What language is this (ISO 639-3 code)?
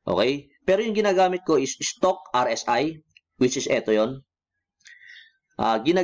fil